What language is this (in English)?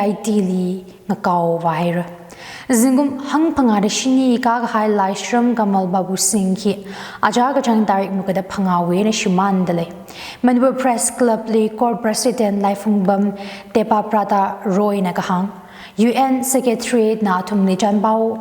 Tangkhul Naga (India)